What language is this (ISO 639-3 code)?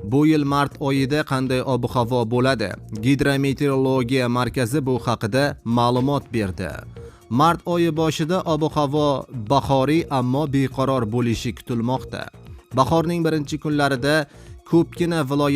uzb